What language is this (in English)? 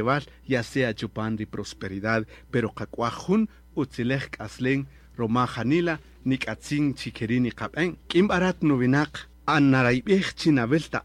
Kaqchikel